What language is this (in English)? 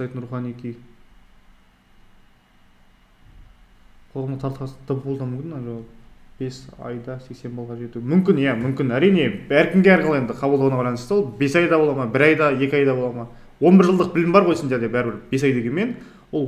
Kazakh